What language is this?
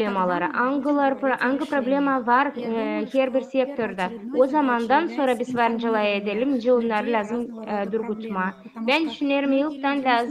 Gagauz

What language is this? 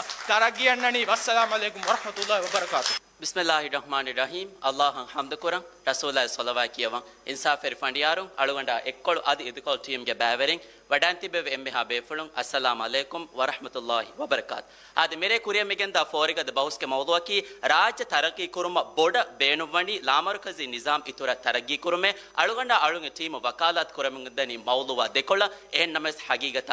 Divehi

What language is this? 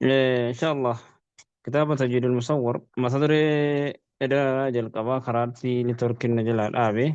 Oromo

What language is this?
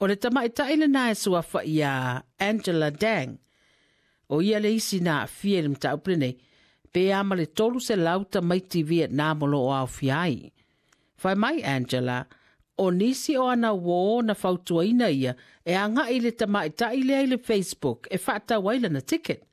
Samoan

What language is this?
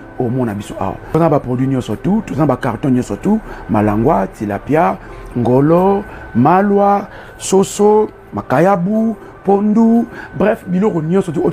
Lingala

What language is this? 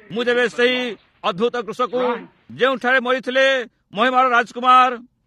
Odia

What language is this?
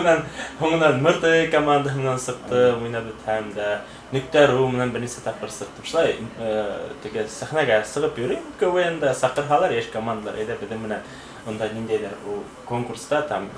Bashkir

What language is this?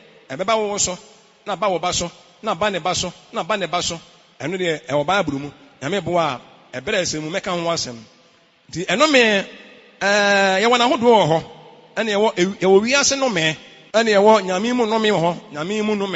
Akan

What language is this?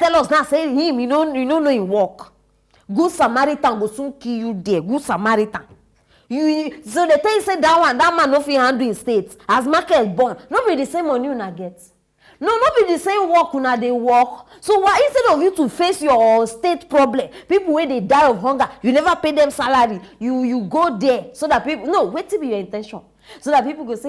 Nigerian Pidgin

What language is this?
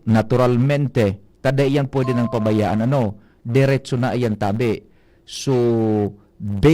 Bikol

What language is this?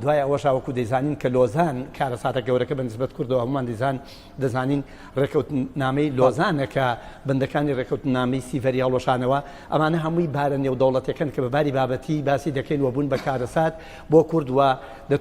Central Kurdish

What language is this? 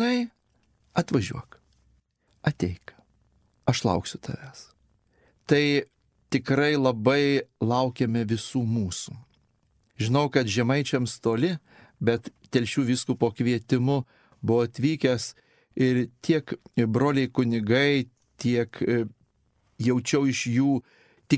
Lithuanian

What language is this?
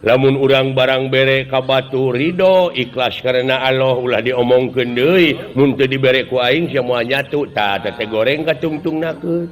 Sundanese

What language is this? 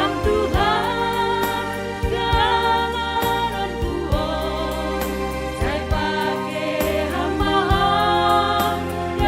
Batak Simalungun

